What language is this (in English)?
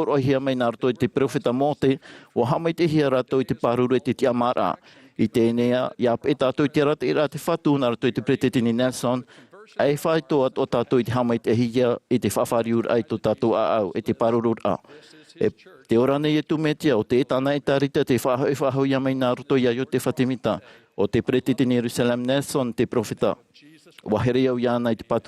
Tahitian